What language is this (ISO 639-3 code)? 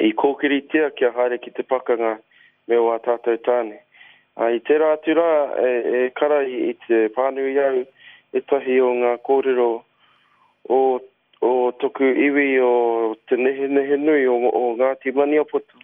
mri